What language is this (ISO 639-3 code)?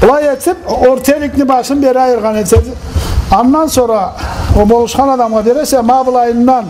krc